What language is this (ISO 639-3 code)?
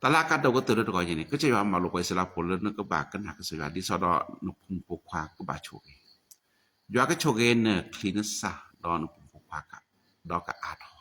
ksw